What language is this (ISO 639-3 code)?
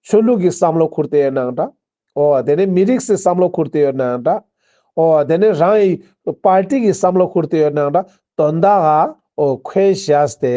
lbj